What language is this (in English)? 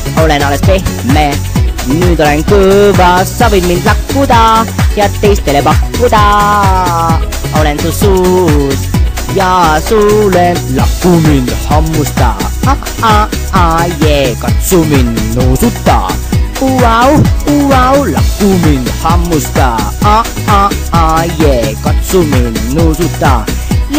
Estonian